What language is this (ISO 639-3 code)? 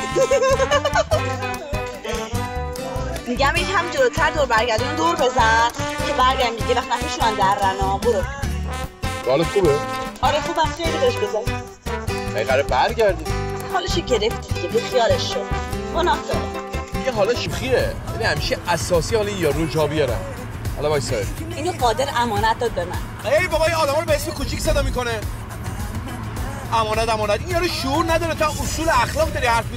fas